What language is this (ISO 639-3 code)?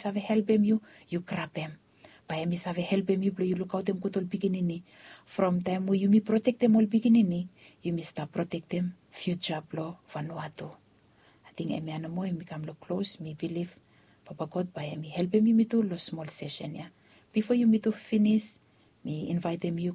bis